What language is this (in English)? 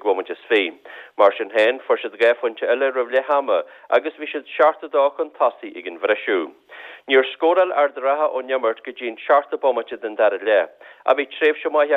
Irish